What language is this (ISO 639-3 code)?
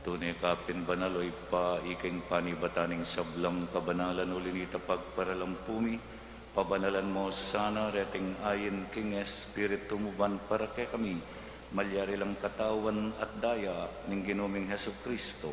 pam